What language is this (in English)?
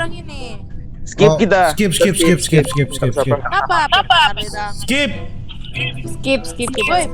Manado Malay